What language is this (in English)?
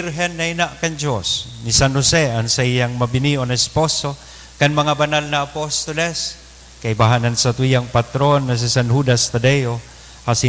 Bikol